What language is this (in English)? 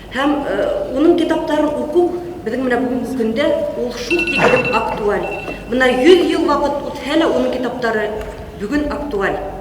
Bashkir